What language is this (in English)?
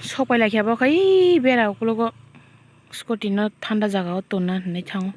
Kok Borok